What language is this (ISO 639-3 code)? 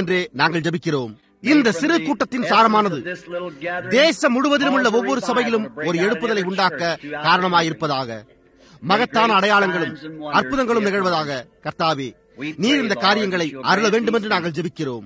tam